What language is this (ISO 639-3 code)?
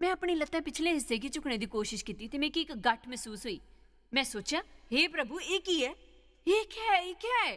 doi